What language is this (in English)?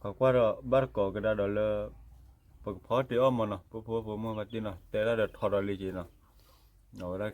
S'gaw Karen